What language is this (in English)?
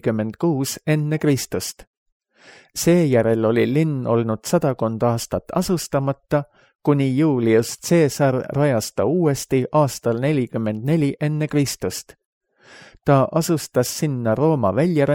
Estonian